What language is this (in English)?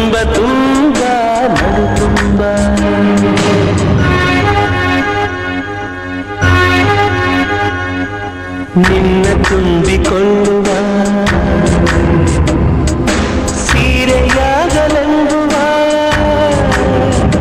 Kannada